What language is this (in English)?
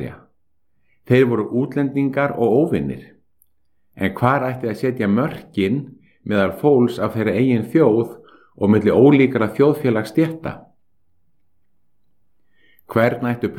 Icelandic